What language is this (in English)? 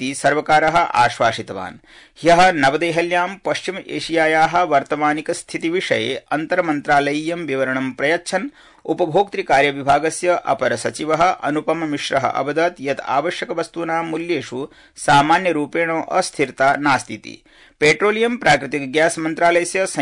Sanskrit